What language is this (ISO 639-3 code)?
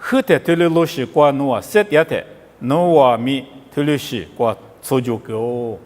lis